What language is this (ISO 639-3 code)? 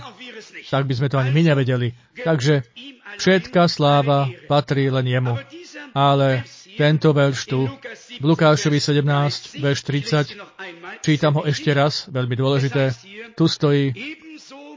slk